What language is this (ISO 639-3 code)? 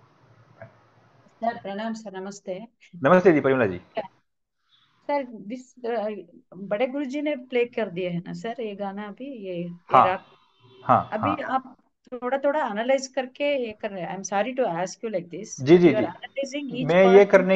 hin